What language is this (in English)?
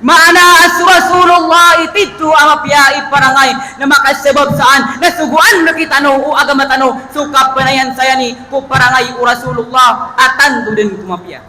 Maranao